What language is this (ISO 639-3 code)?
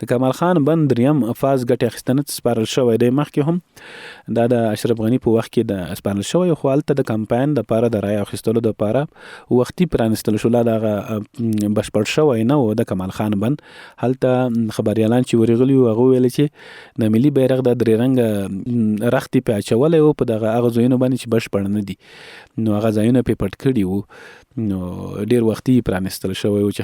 pus